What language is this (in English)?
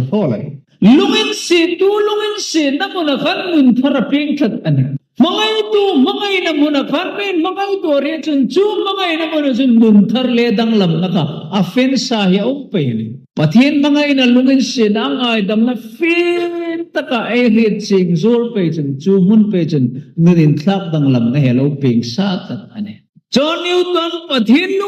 Hmar